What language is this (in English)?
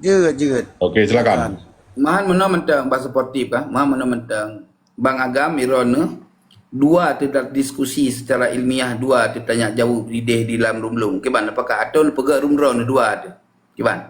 Achinese